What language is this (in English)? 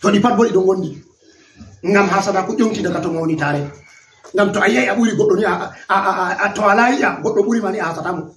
Fula